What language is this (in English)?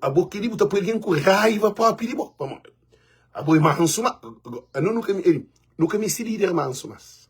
Kabuverdianu